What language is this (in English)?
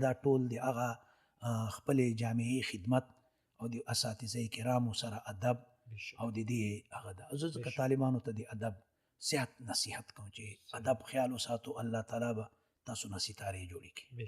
Pashto